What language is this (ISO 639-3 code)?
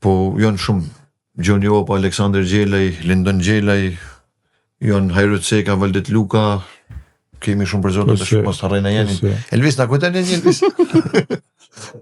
sqi